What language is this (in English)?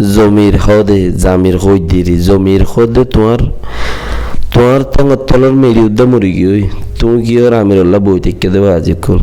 Rohingya